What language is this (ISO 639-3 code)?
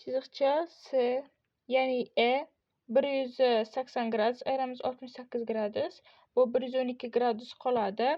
uzb